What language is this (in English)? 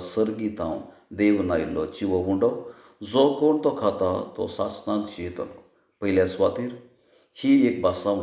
Konkani